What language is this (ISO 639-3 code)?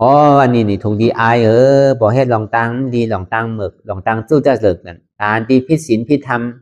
shn